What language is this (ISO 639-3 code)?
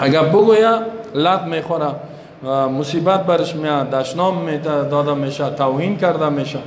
fas